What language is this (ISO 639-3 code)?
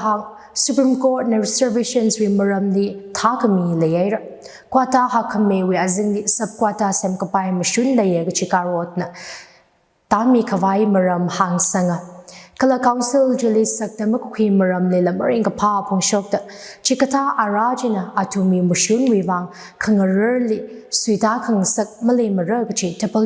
nmf